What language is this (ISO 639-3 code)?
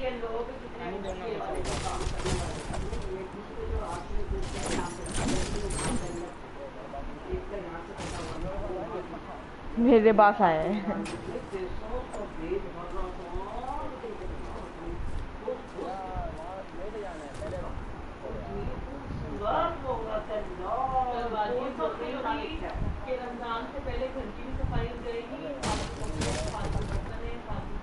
hin